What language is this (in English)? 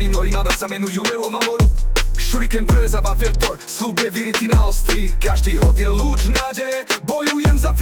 Slovak